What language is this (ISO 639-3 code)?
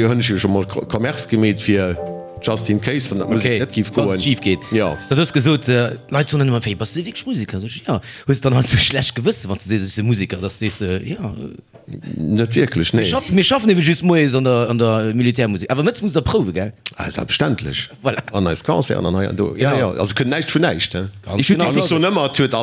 ltz